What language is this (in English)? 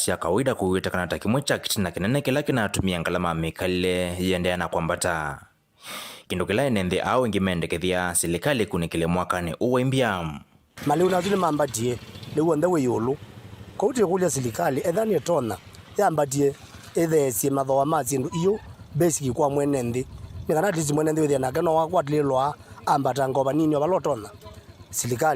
Kamba